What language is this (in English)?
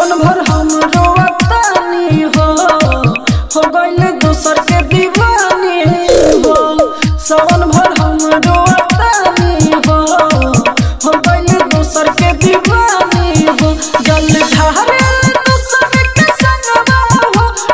Bhojpuri